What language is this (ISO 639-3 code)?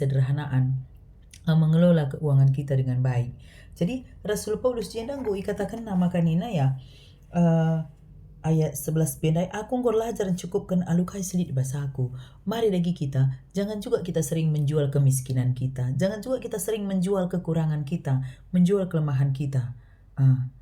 btx